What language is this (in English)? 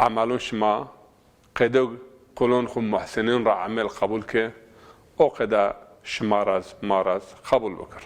Zaza